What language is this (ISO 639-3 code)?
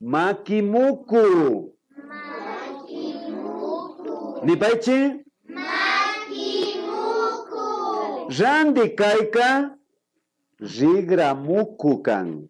qvi